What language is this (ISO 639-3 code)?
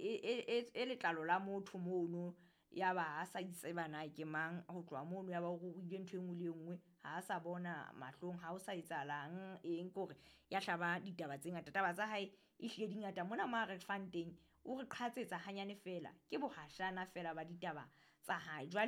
sot